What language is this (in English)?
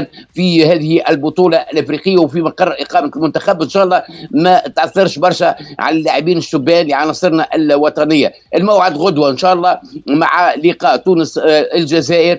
Tunisian Arabic